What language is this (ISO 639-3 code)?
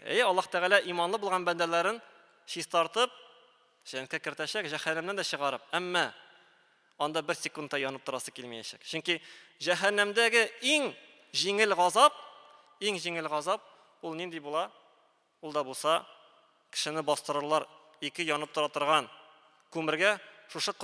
tat